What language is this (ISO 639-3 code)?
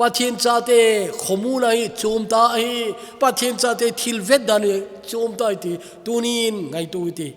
tcz